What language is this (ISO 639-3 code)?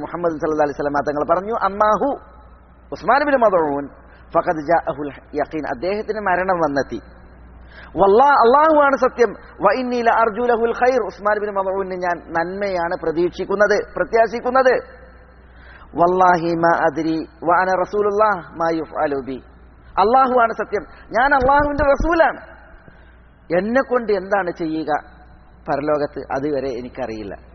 mal